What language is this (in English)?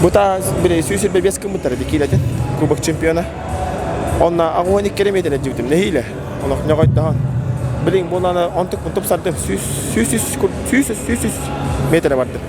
Yakut